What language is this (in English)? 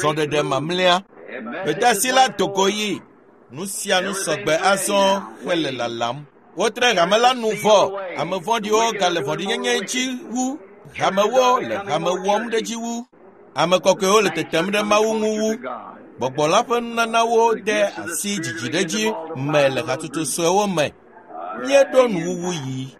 Ewe